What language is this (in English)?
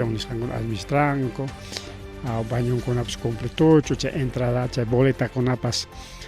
Ayacucho Quechua